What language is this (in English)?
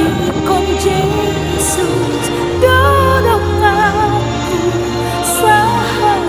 Batak Toba